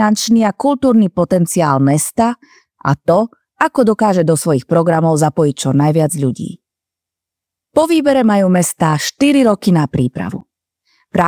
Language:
Slovak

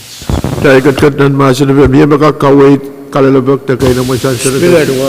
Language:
Pohnpeian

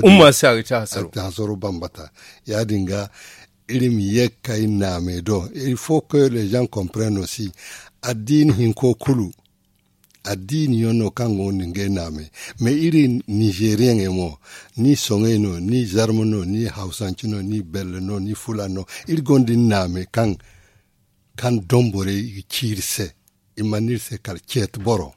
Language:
Zarma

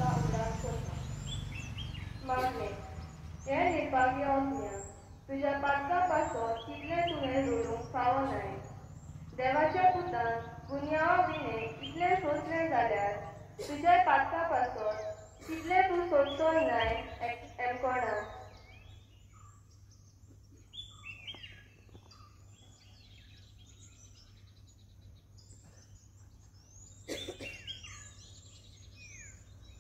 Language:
Konkani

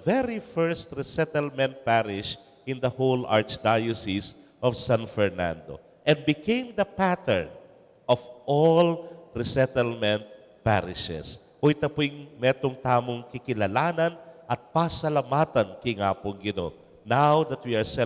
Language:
Pampanga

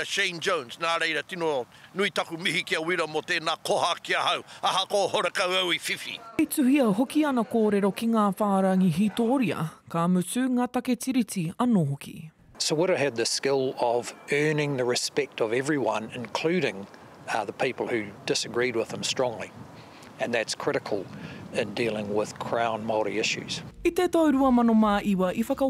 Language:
Māori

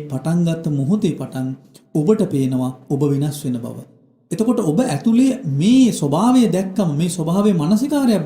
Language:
Sinhala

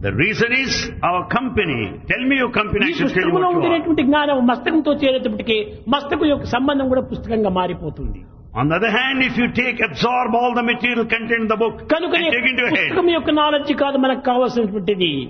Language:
Telugu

